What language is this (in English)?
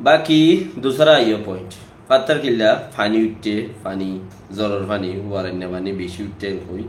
Rohingya